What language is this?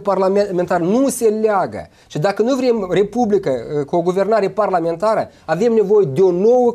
Romanian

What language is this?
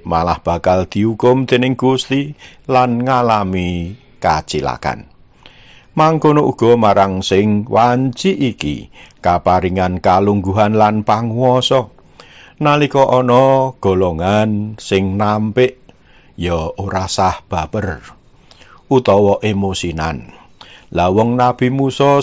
Javanese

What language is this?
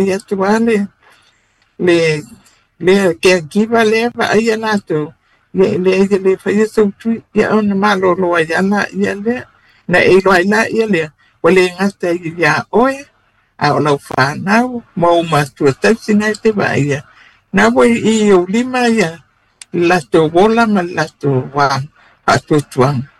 Samoan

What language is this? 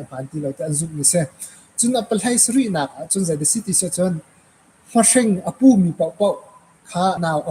Hakha Chin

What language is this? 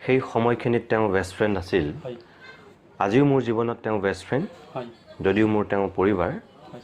Assamese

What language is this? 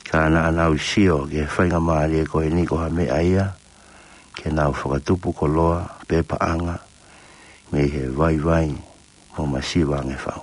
Tongan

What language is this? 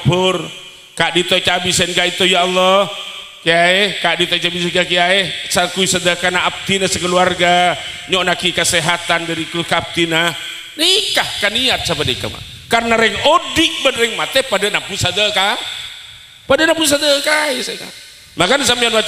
Madurese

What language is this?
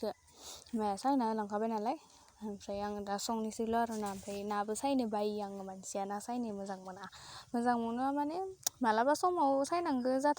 Bodo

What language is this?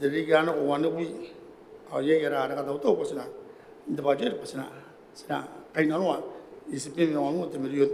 Gilbertese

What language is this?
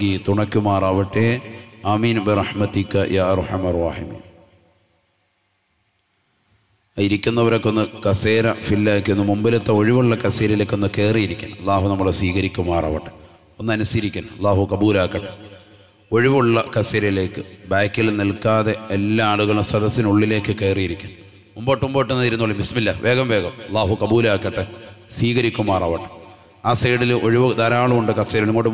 Malayalam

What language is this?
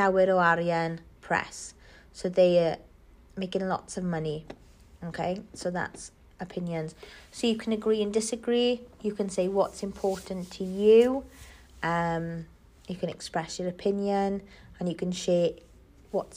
English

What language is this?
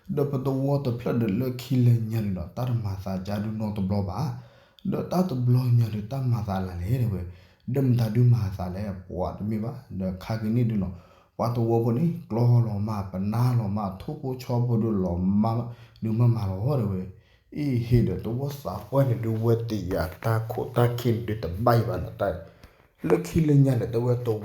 S'gaw Karen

